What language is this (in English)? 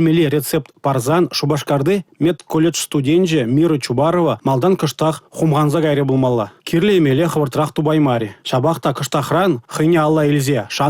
Chuvash